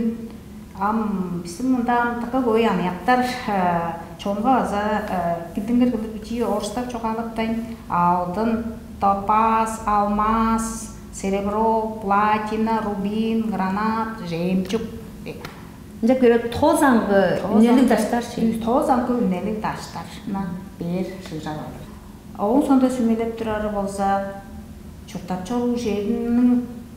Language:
Tuvinian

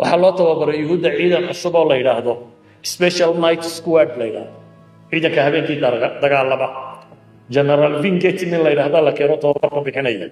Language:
Somali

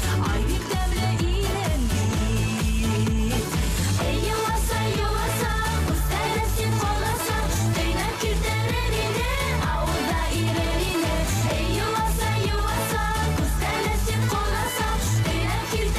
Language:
Bashkir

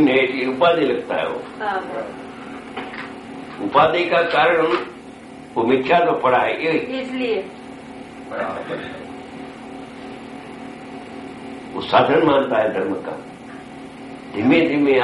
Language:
Gujarati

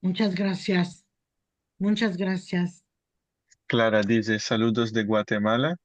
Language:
Ladino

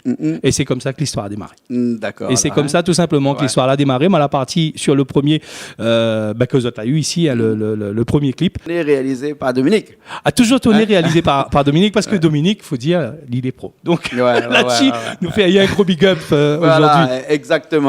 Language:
Réunion Creole French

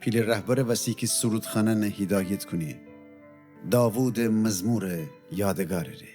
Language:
Gilaki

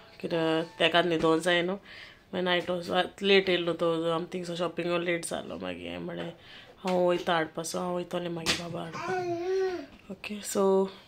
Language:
Konkani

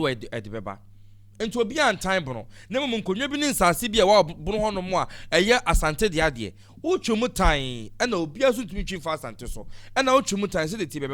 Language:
Akan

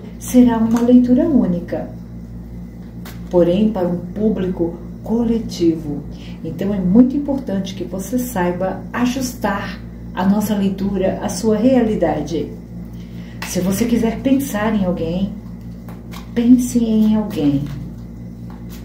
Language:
Portuguese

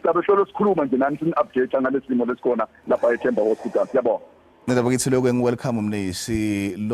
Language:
Zulu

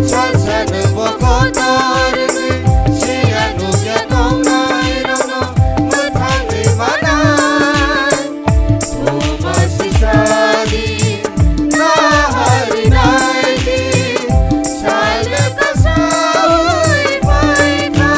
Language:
Kok Borok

